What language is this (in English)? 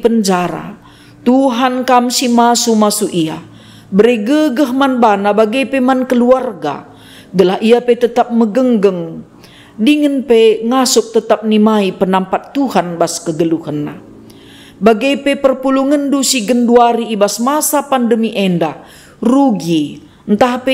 Batak Karo